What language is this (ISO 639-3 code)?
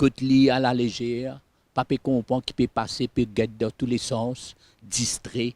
mfe